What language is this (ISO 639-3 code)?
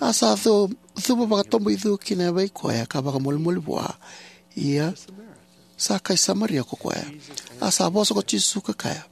fij